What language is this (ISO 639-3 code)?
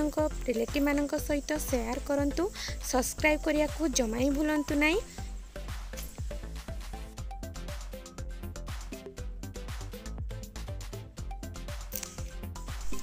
ori